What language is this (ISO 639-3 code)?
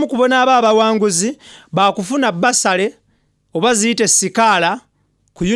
lug